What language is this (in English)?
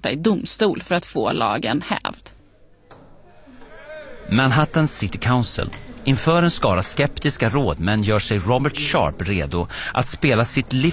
Swedish